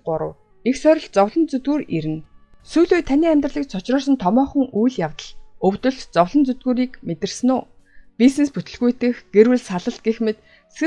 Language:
Mongolian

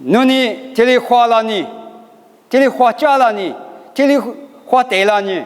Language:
Lisu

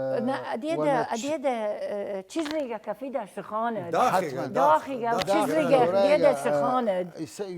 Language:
Southern Kurdish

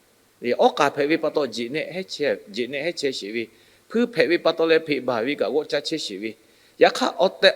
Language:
Lahu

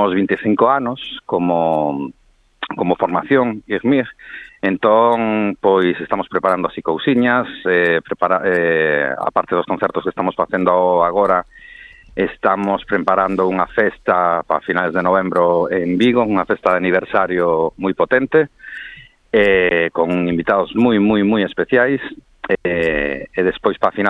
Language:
Galician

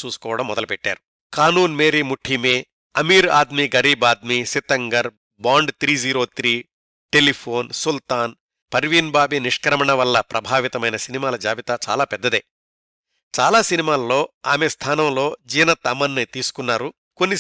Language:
Telugu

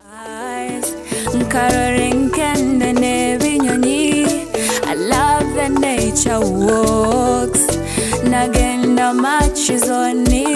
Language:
Nyoro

